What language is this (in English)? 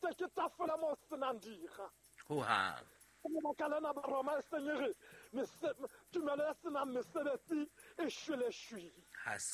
Southern Sotho